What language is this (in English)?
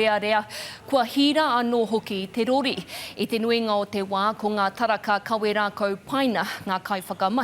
Māori